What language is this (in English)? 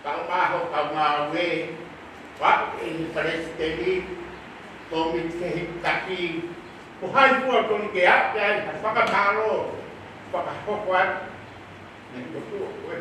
Tongan